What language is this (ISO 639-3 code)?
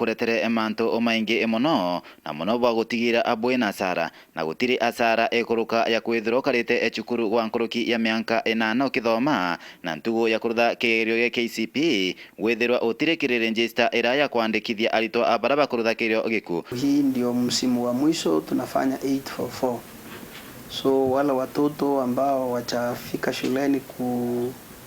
mer